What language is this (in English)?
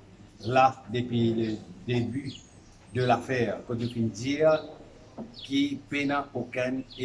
Morisyen